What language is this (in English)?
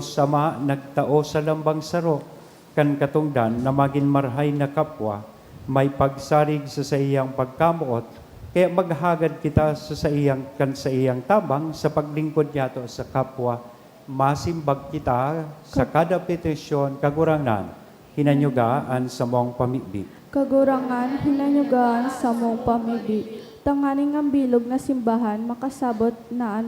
Bikol